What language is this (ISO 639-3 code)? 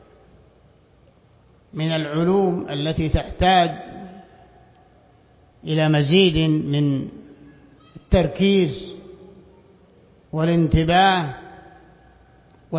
ara